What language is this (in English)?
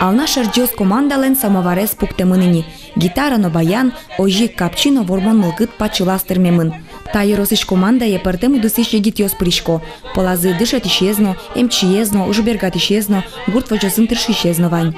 Udmurt